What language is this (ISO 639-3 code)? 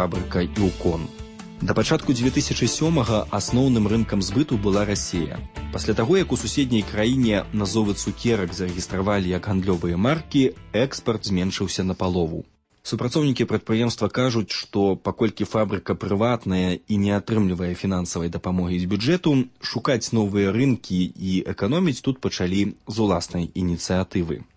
bel